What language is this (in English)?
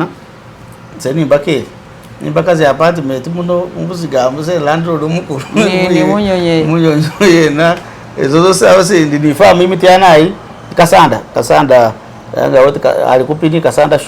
Masaaba